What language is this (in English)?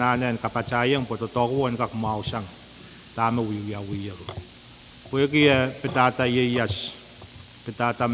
Pohnpeian